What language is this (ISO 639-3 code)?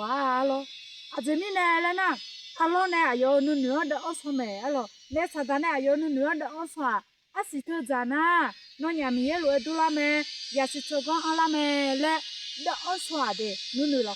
ahk